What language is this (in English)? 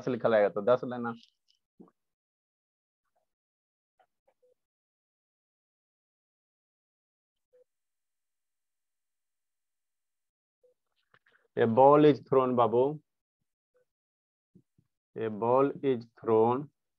Hindi